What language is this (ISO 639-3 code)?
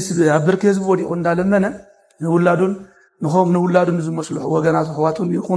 tir